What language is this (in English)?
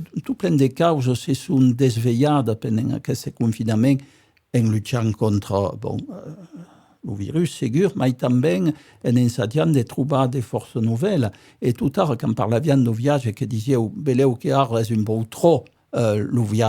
Occitan